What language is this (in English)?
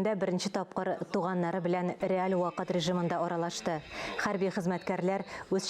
Tatar